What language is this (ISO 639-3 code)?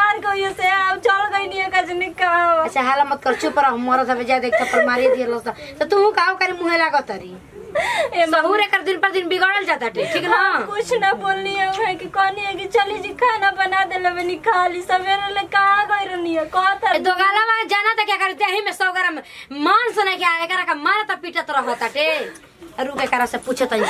bho